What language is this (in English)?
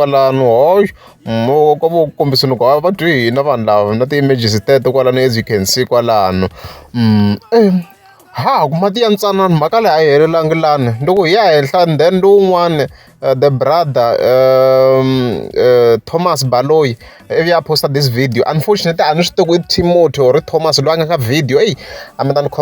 Tsonga